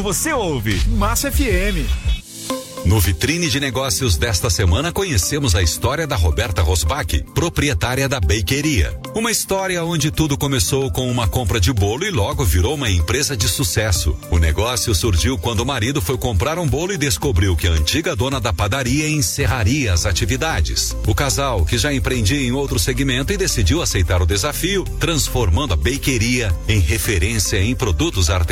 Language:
Portuguese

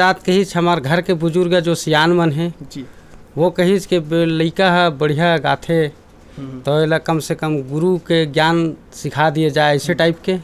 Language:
Chhattisgarhi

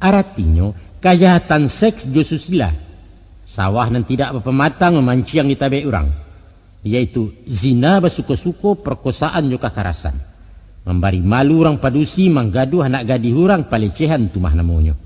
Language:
Minangkabau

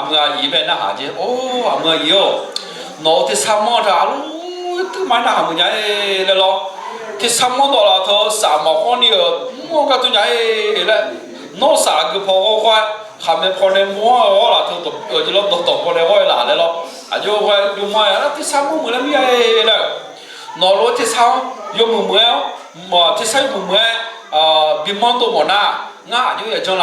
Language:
Akha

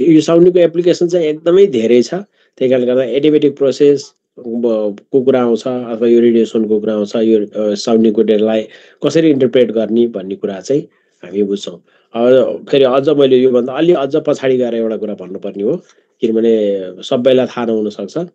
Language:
Nepali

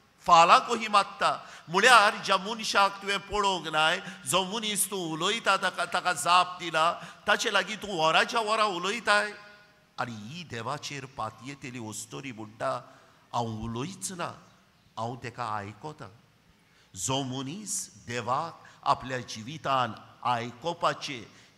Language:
Konkani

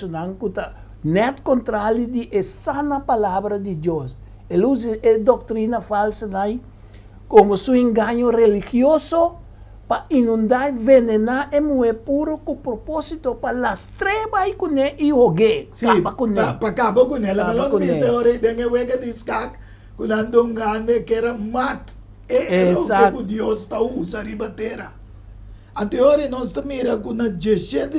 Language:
Papiamento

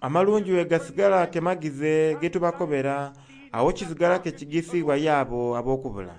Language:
Soga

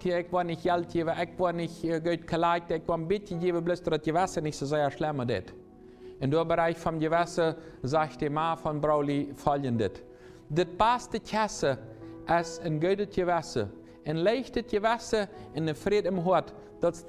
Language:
Plautdietsch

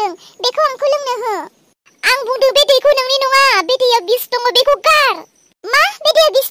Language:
Bodo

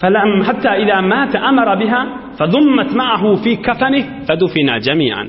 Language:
Turkmen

